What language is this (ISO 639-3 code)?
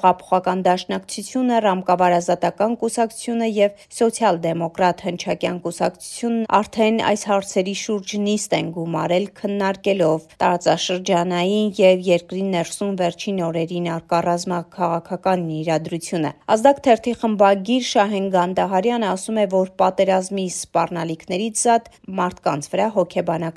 hye